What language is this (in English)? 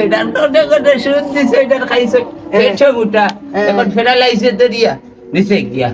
Sylheti